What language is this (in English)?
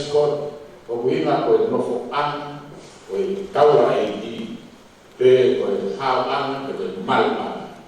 Tongan